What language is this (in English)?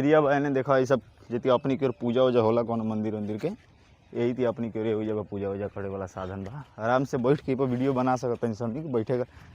Bhojpuri